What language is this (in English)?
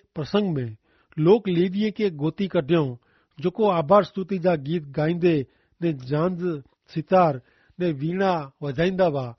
Kachhi